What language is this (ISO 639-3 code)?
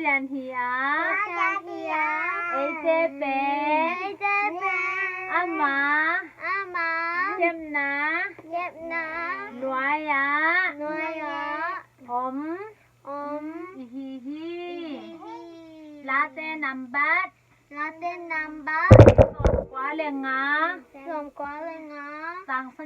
ctd